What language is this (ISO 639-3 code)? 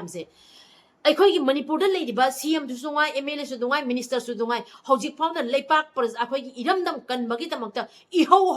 mni